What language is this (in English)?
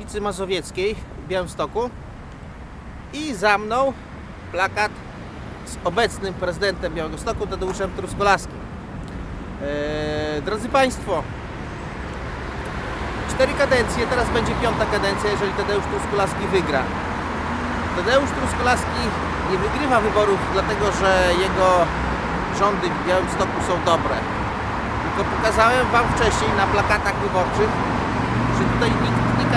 Polish